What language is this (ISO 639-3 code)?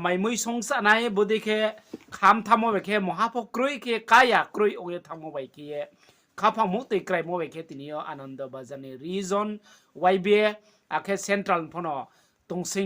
ria